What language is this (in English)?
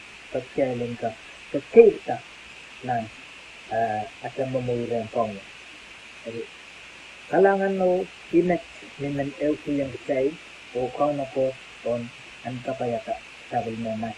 Pohnpeian